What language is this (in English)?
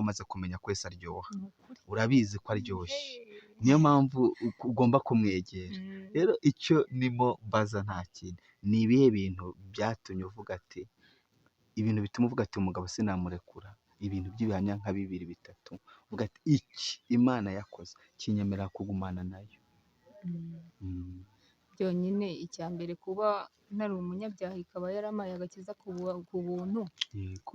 Kinyarwanda